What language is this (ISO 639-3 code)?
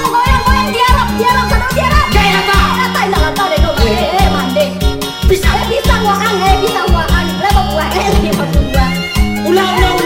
min